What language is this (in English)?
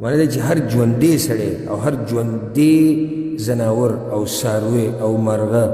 Pashto